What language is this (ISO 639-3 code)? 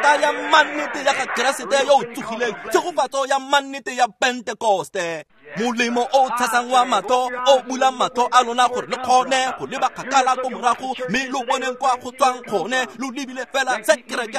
tsn